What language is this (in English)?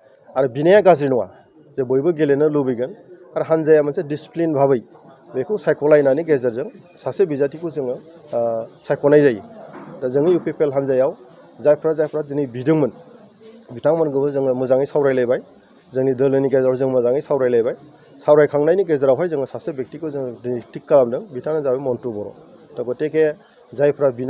Bodo